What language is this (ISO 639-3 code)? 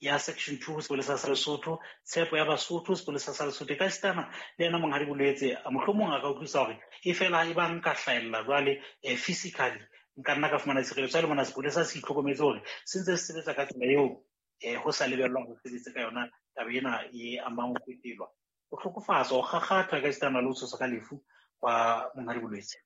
sot